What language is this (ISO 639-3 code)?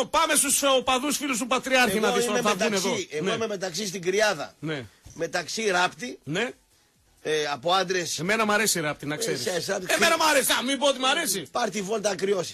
ell